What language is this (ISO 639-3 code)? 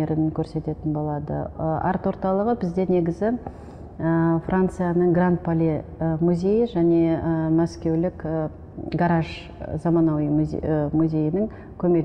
kaz